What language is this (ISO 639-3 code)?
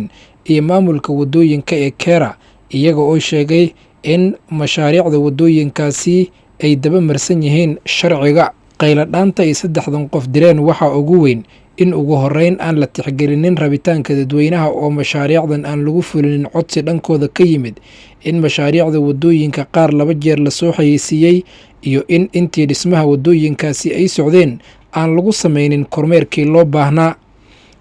som